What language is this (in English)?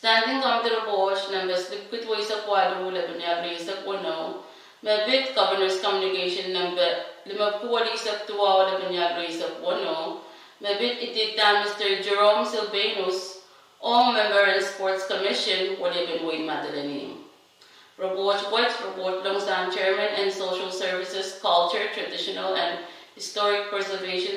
Pohnpeian